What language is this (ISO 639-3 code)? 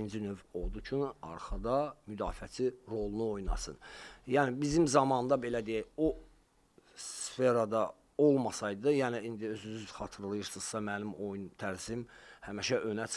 aze